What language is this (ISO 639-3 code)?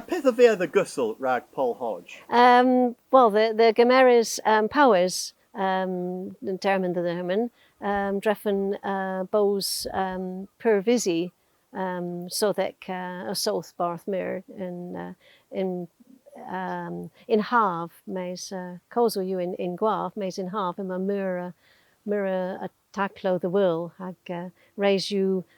cor